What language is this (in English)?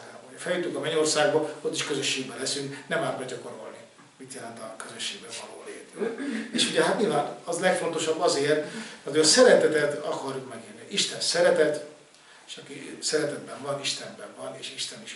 Hungarian